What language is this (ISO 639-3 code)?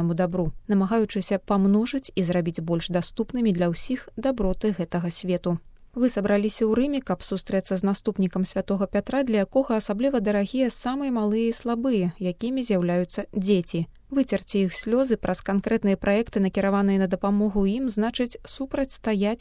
bel